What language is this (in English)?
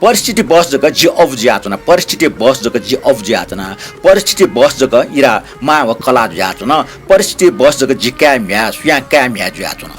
Newari